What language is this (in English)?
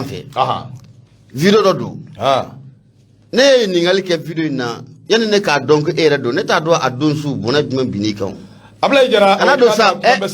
Bambara